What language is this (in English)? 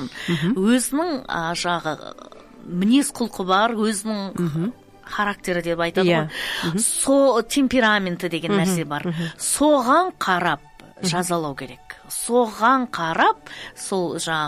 Kazakh